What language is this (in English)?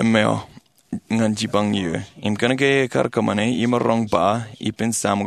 Marshallese